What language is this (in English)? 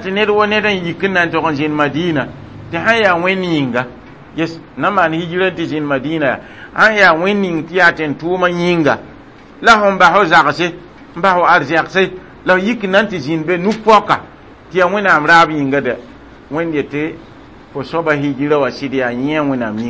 Mossi